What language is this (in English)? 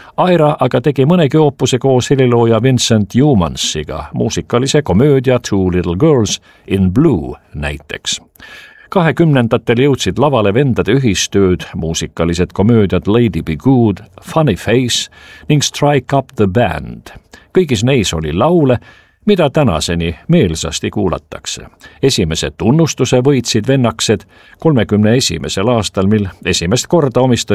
Estonian